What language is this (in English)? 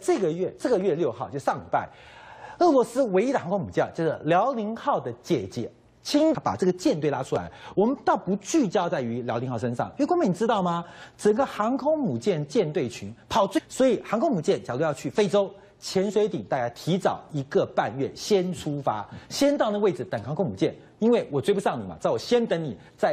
Chinese